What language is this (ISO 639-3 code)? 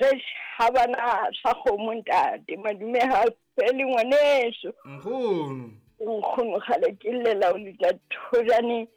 sot